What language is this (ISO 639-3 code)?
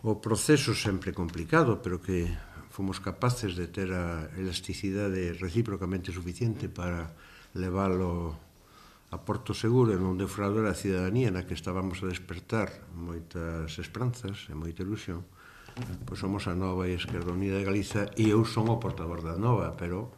glg